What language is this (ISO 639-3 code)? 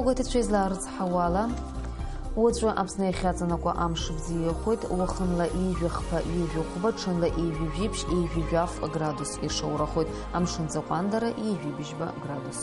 abk